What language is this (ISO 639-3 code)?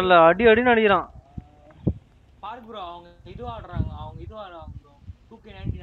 tam